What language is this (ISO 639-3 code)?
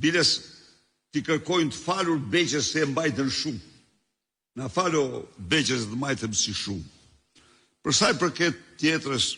sqi